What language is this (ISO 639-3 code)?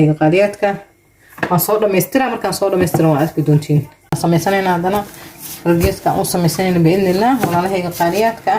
som